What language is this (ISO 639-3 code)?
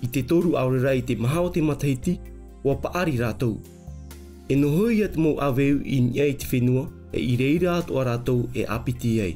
tah